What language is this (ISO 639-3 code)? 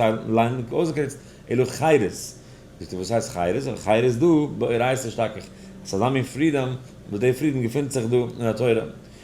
yid